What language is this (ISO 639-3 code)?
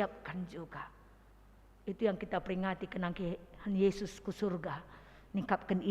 btx